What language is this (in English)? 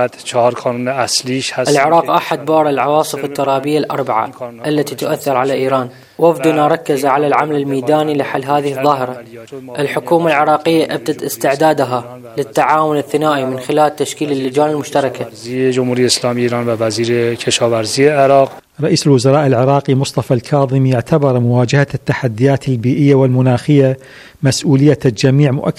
Arabic